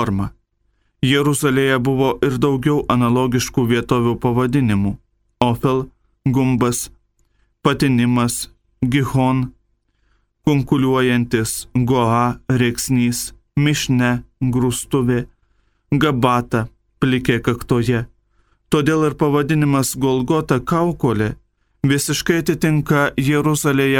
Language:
Lithuanian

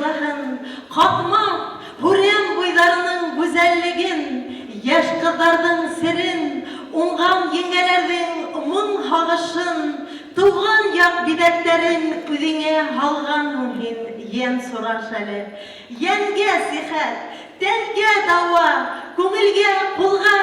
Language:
Bashkir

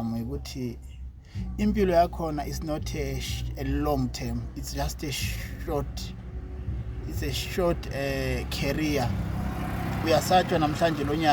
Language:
Zulu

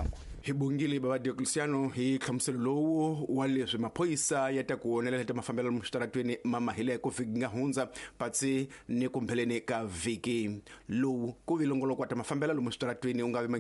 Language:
Tsonga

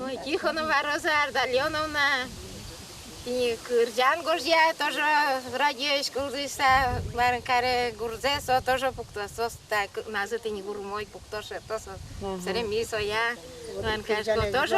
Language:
Udmurt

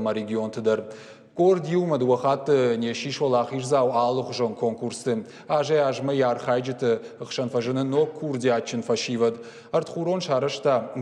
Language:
Ossetic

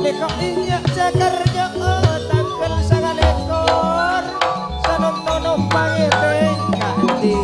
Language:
Madurese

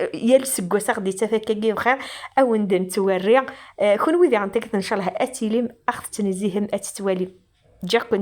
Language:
Kabyle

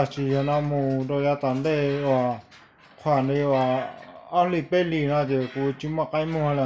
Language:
Hmong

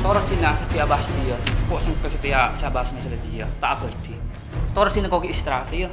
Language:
Madurese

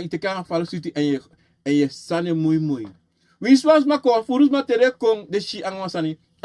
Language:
Sranan Tongo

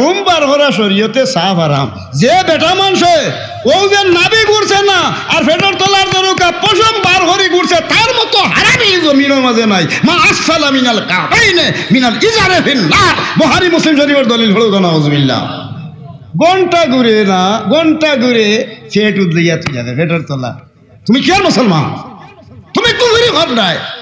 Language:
Sylheti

